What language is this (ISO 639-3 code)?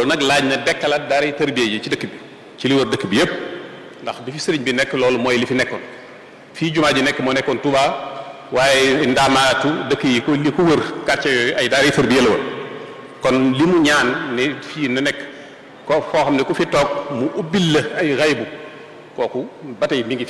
wol